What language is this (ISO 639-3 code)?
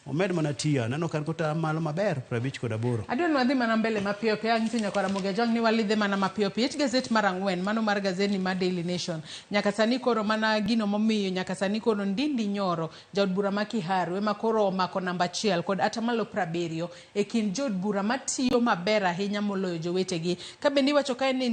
luo